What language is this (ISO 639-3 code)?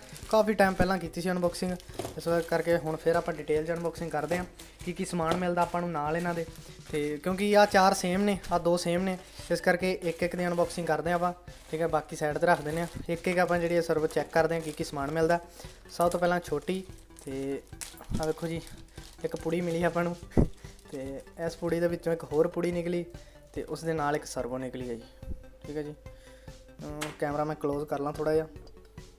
pan